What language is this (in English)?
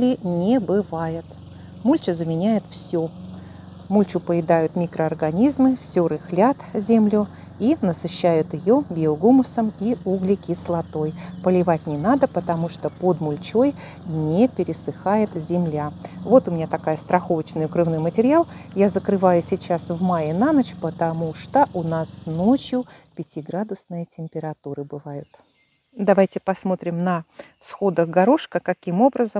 Russian